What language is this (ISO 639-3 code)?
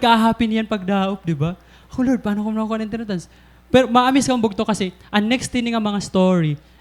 war